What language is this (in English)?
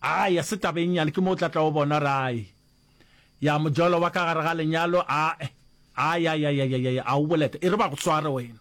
Northern Sotho